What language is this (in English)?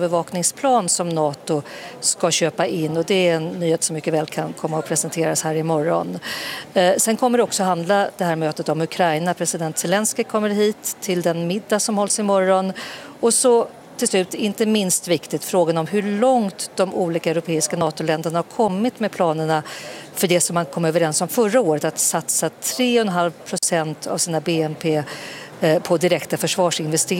Swedish